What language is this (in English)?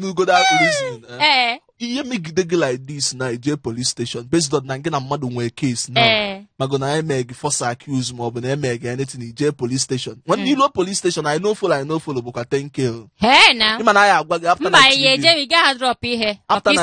Igbo